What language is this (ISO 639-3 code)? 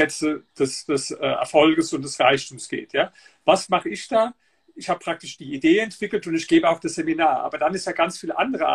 deu